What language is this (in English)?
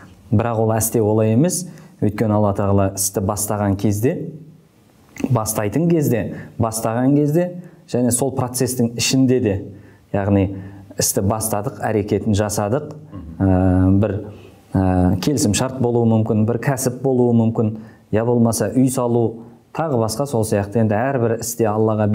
Kazakh